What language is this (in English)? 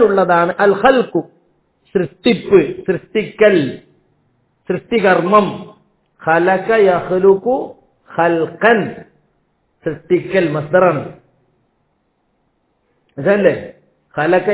Malayalam